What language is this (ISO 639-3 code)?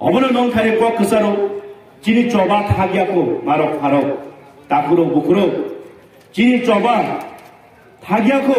trp